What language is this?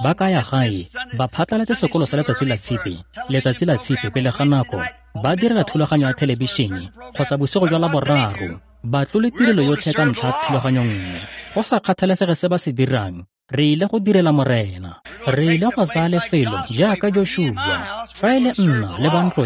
Tswana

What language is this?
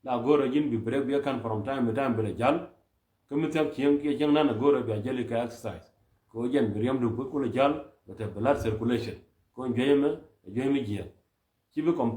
Nuer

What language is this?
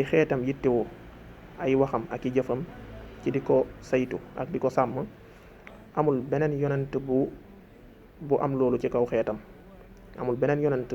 Wolof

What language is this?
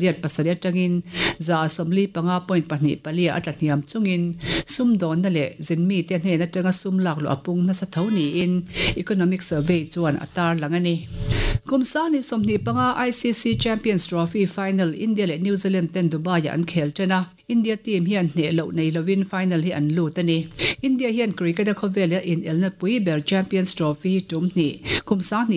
Mizo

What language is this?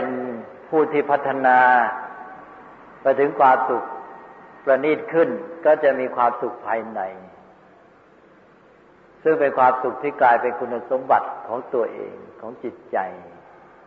Thai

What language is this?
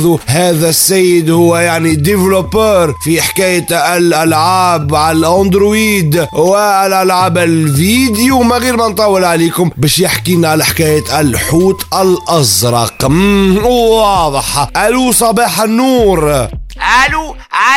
Tunisian Arabic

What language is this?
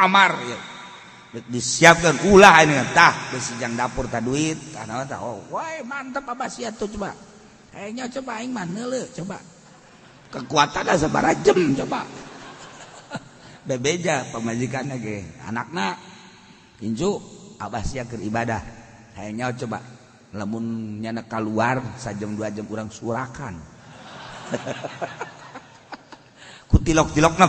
Sundanese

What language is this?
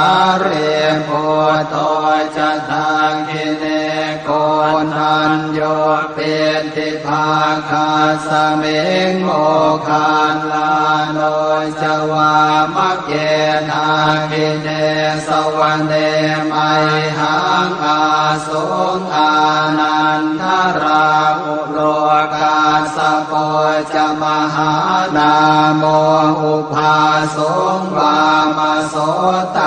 Pali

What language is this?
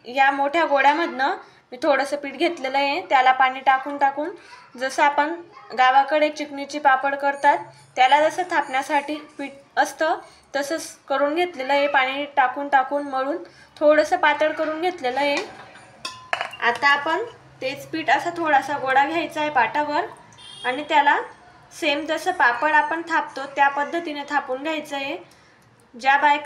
Marathi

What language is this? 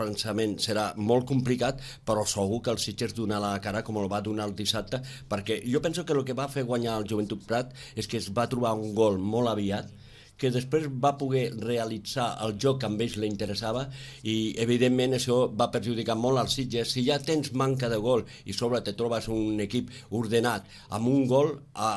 Catalan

